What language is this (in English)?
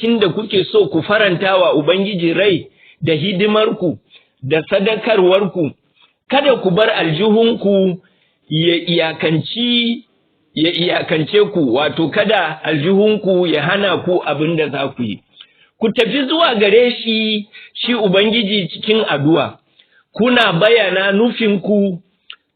Hausa